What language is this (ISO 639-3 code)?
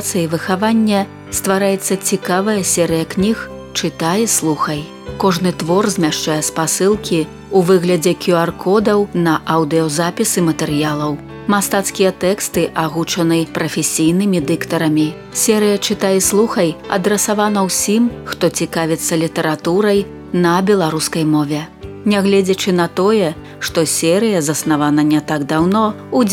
bel